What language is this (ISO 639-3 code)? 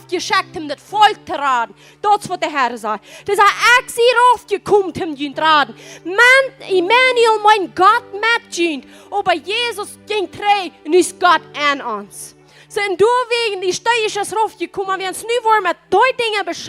pdt